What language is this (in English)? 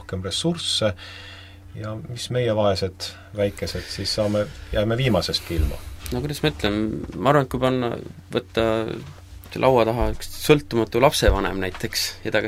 Estonian